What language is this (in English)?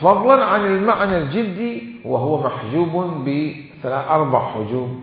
Mesopotamian Arabic